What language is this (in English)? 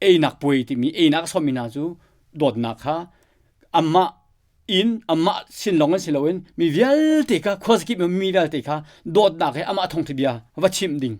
Hakha Chin